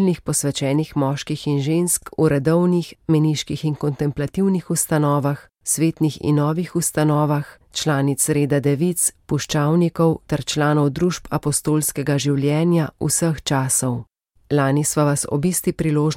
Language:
Slovenian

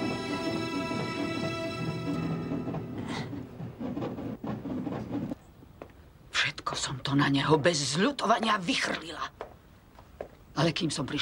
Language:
Slovak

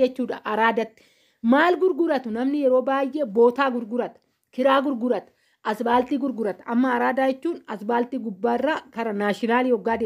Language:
Oromo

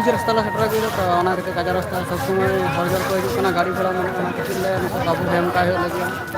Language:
Santali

